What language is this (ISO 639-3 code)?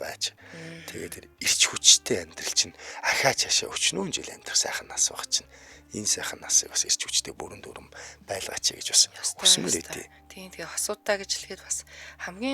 mon